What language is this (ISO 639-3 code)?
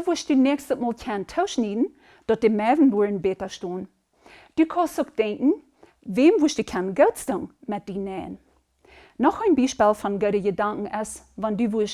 pdt